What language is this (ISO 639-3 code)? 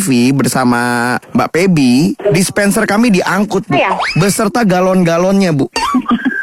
ind